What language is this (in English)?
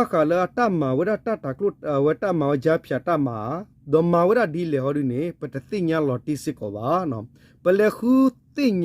S'gaw Karen